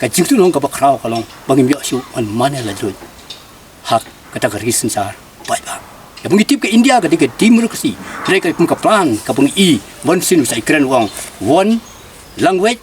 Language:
Khasi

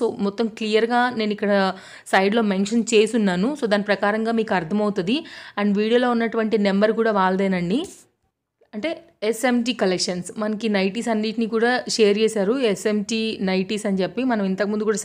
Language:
Telugu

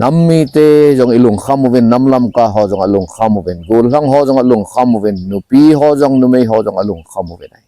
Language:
Thado Chin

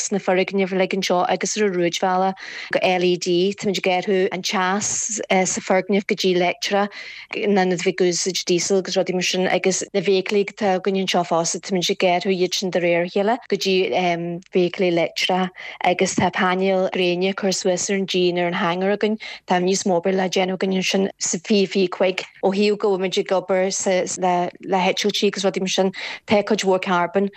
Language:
Irish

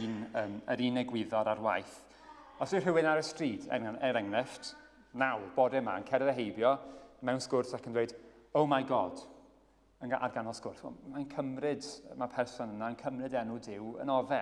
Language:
Welsh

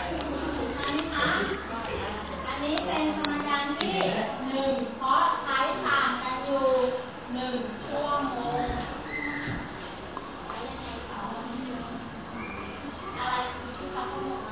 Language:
Lao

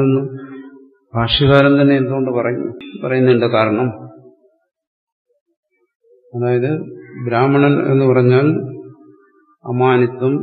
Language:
Malayalam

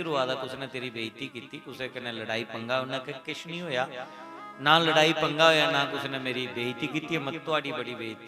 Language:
Dogri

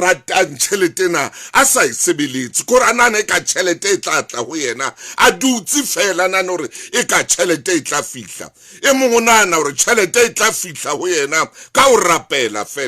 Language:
Southern Sotho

